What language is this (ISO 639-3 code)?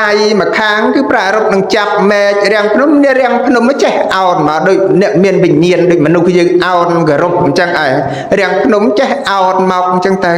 khm